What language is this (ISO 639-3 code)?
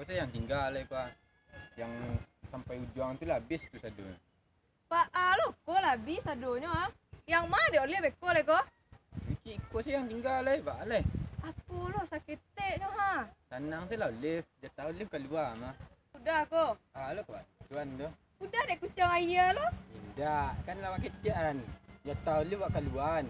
min